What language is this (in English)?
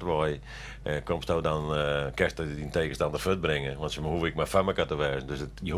Western Frisian